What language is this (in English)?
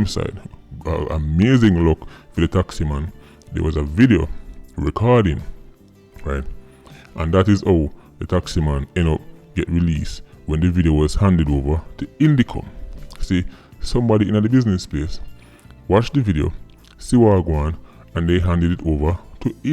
Jamaican Creole English